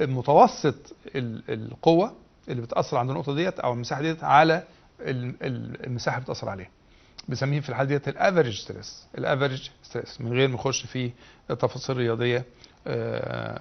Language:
Egyptian Arabic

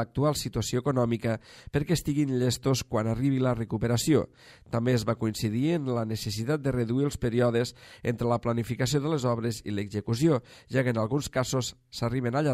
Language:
Catalan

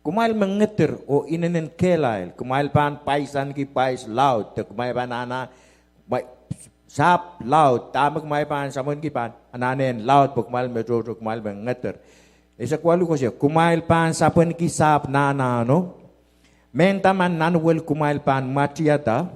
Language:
Pohnpeian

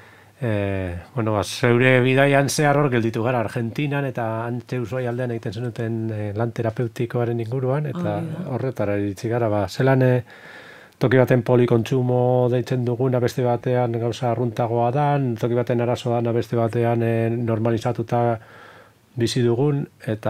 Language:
Basque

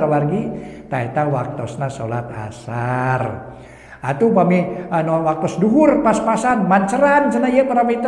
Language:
Sundanese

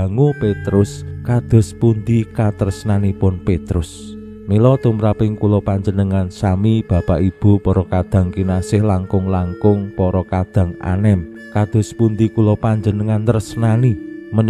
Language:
Javanese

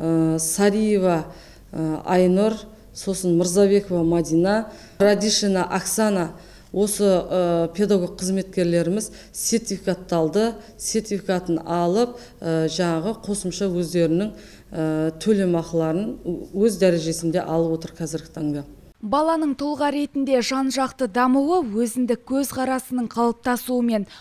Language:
Kazakh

